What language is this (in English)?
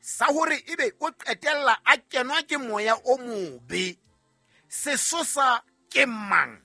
Southern Sotho